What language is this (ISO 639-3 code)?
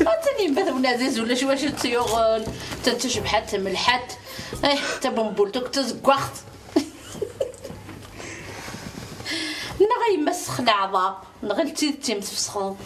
kab